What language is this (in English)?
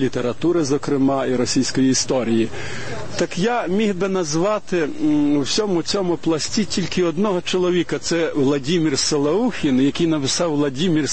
Ukrainian